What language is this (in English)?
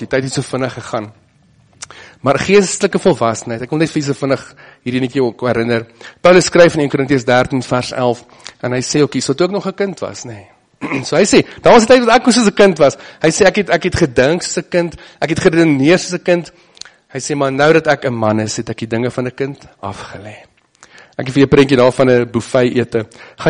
Afrikaans